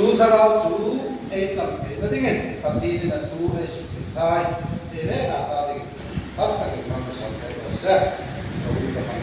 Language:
Hmar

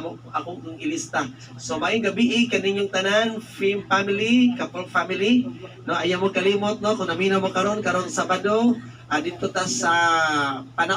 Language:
Cebuano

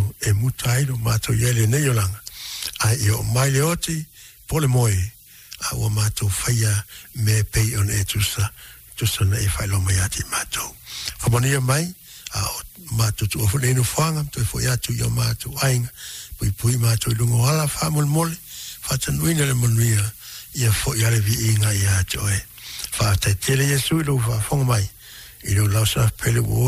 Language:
Samoan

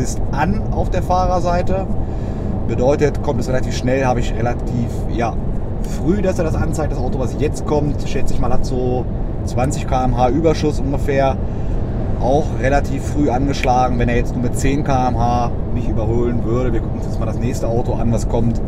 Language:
German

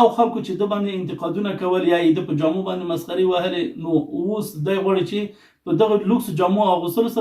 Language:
Pashto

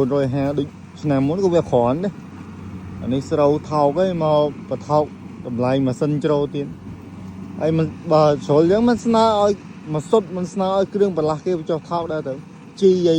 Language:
Khmer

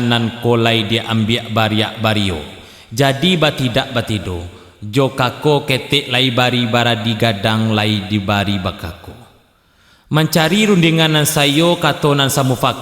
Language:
Minangkabau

